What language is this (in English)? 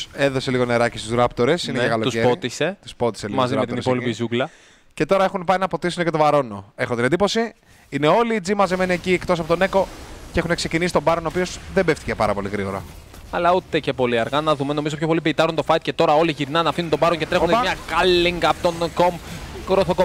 Greek